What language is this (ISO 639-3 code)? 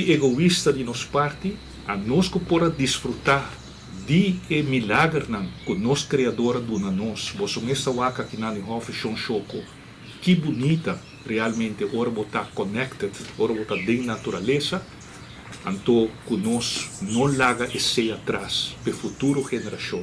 pap